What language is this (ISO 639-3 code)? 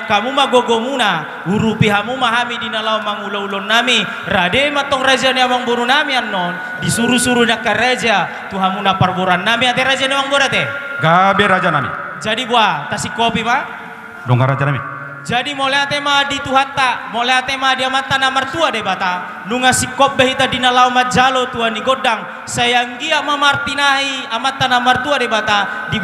bbc